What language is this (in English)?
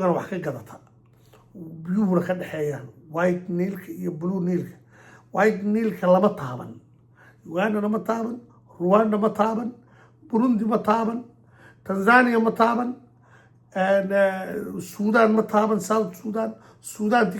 Somali